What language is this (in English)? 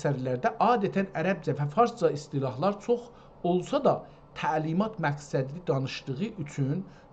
South Azerbaijani